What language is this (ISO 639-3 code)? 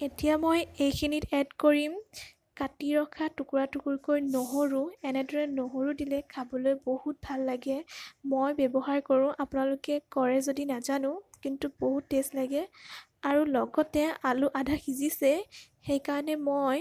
asm